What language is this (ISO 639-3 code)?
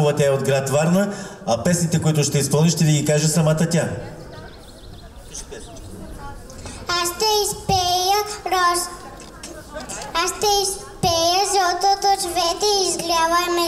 bul